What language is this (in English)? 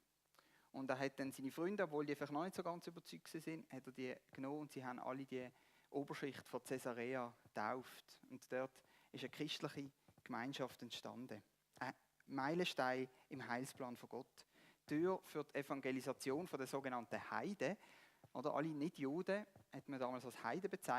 Swiss German